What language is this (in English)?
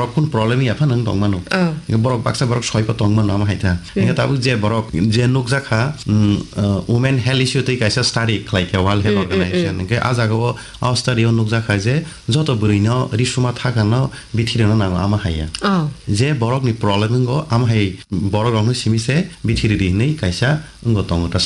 Kok Borok